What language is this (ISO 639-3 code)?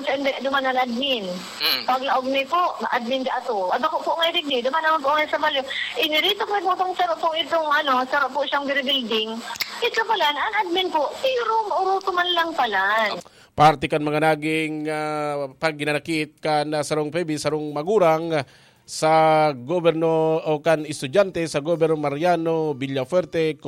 bik